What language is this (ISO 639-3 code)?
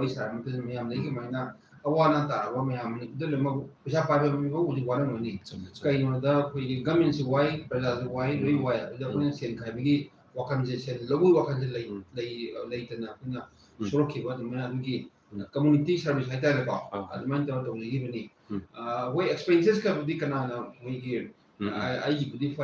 mni